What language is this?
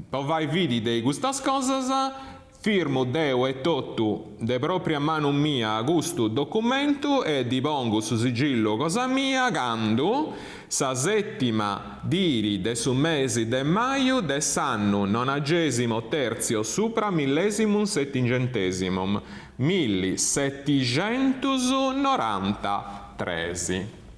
Sardinian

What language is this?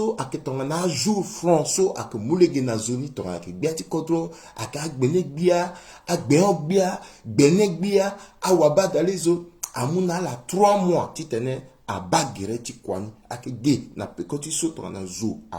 Sango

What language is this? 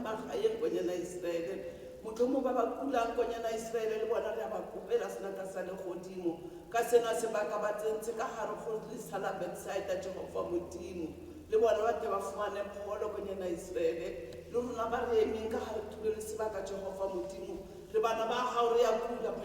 Tswana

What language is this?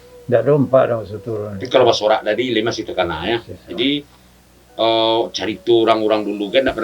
Minangkabau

